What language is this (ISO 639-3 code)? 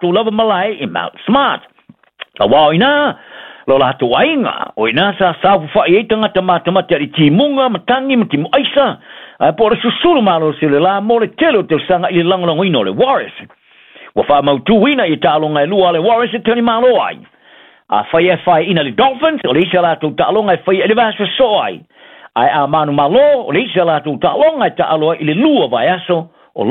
smo